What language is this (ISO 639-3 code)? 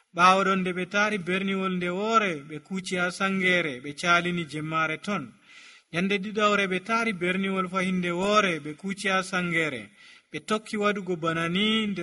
fuv